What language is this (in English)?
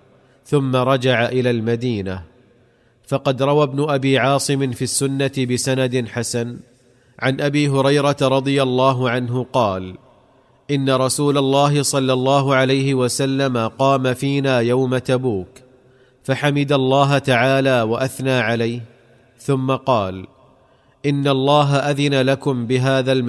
Arabic